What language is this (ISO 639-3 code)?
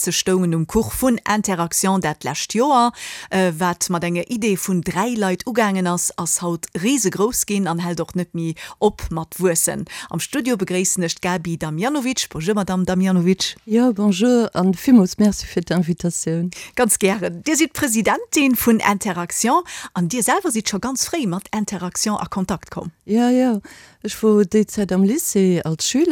ltz